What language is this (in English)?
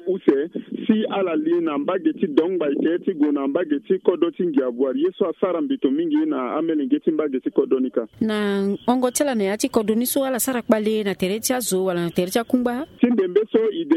Sango